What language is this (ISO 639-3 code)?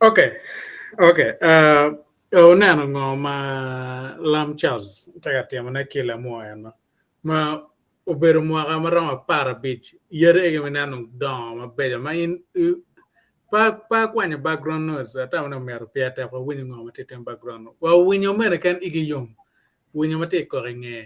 ach